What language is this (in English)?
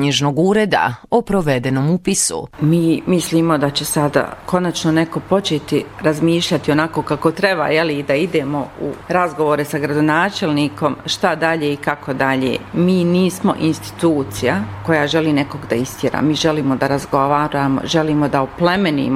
Bosnian